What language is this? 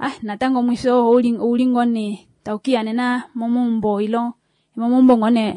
Kuanyama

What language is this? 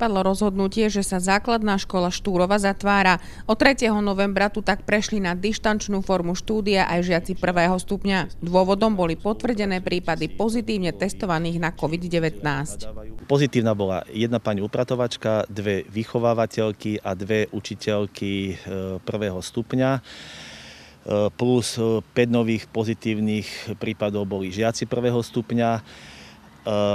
Slovak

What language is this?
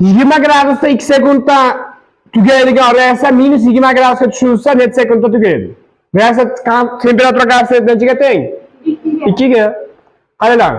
Uzbek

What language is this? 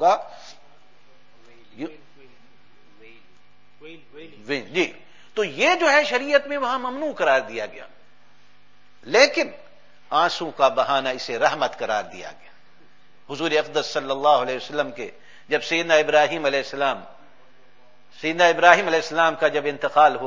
Urdu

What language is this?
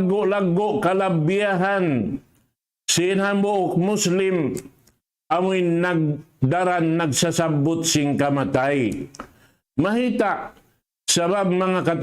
Tausug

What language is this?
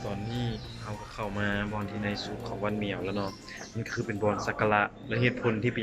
Lao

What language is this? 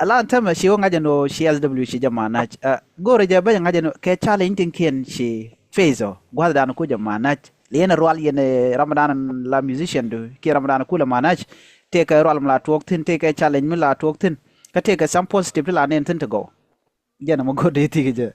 Nuer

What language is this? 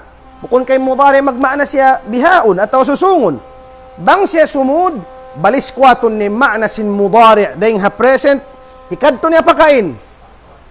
Tausug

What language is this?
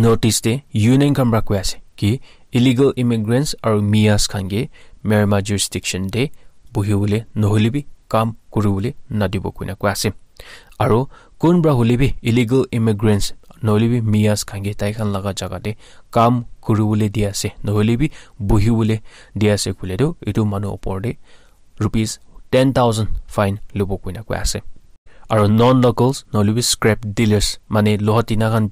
Naga Pidgin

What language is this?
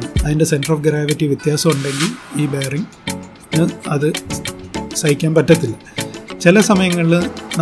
Malayalam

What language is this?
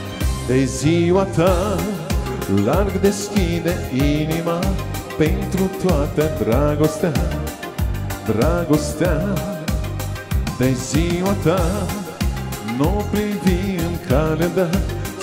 Romanian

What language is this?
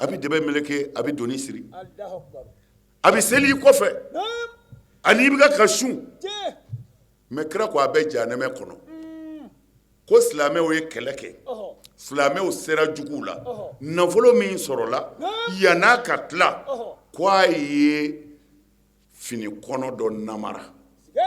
Bambara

